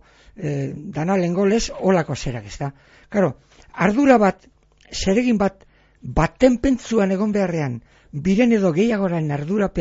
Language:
Basque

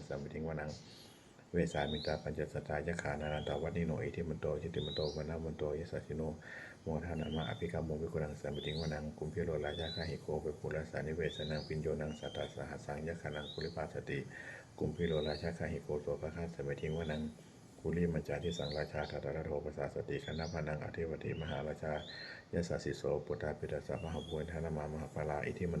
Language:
Pali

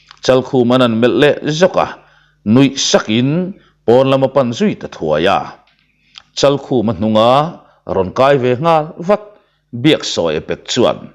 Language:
Mizo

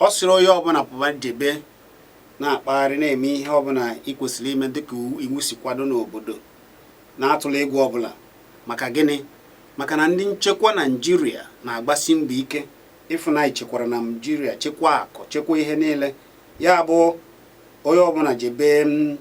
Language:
Igbo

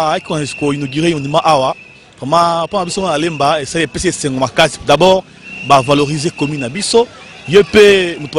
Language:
Lingala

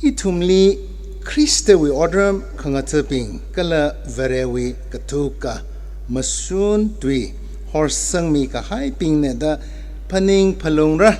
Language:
Tangkhul Naga (India)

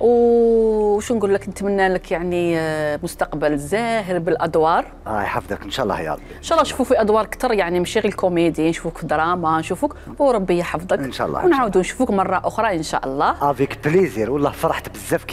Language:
Algerian Arabic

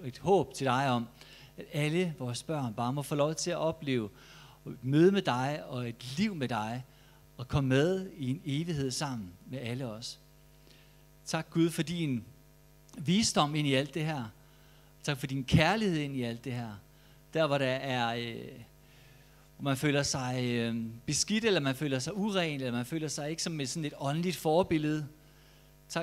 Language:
Danish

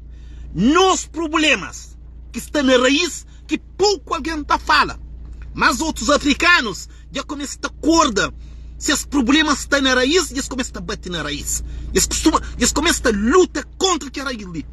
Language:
Kabuverdianu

